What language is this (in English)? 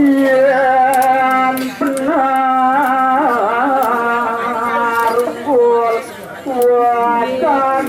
Balinese